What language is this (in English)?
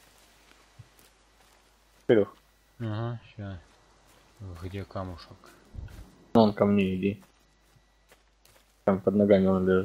Russian